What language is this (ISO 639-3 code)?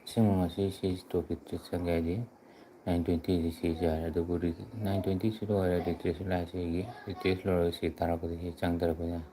mni